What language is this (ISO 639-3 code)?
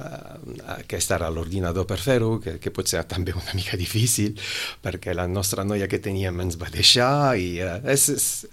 cat